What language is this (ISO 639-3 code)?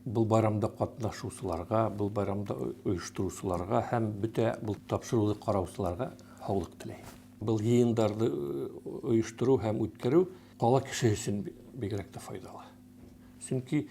bak